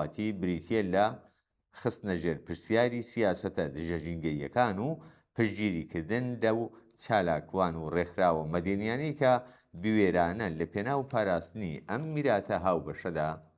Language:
Central Kurdish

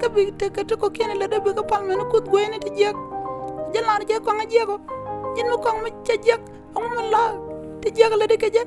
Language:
Nuer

